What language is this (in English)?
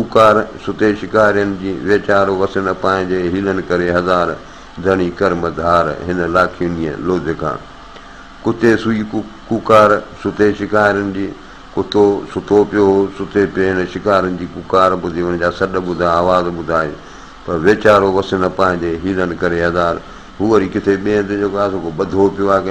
Sindhi